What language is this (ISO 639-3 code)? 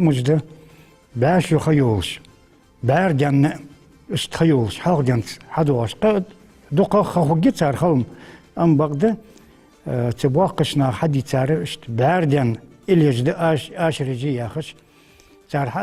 inh